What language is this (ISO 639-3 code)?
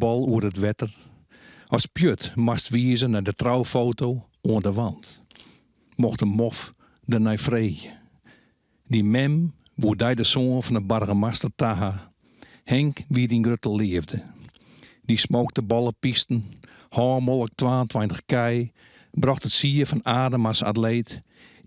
fry